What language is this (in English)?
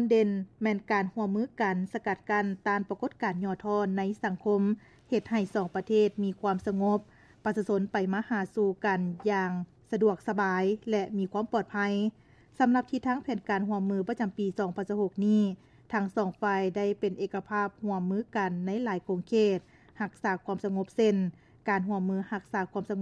Lao